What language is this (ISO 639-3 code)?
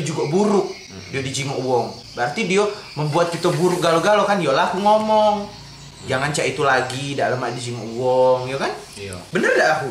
mui